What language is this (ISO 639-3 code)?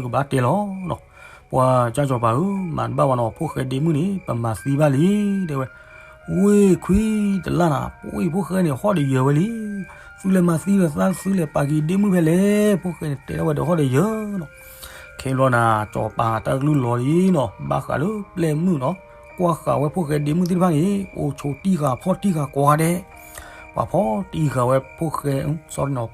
ksw